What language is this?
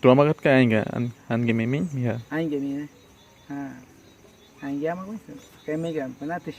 Awa-Cuaiquer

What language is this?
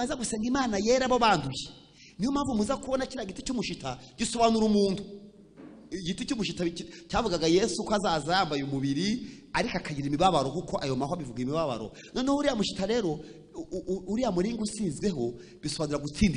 Kinyarwanda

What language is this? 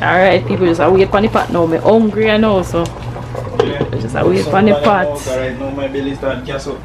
Jamaican Creole English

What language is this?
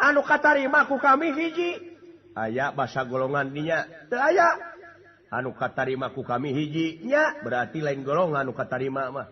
Sundanese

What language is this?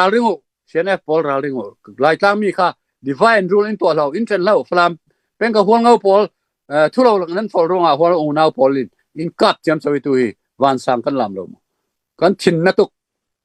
Falam Chin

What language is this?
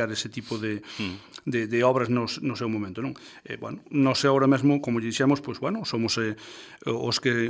Galician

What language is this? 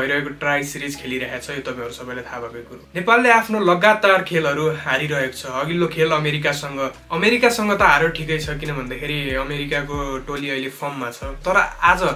Nepali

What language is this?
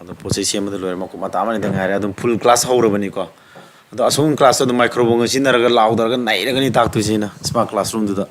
Manipuri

